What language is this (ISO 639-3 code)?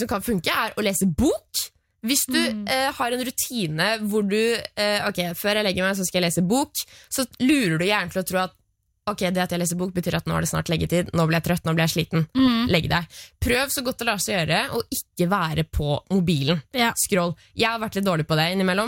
nor